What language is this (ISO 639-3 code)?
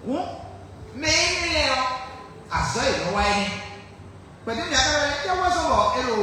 fon